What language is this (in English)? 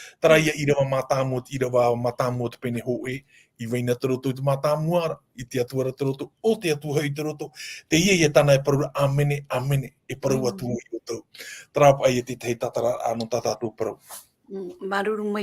Tahitian